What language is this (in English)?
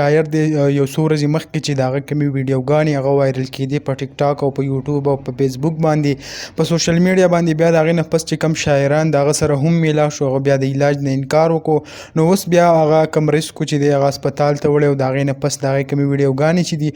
Pashto